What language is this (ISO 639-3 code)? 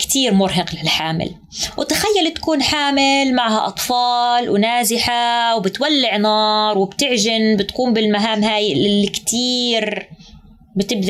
apc